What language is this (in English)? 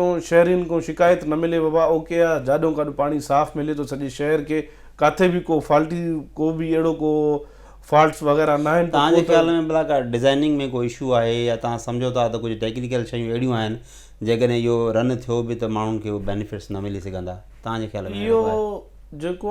Sindhi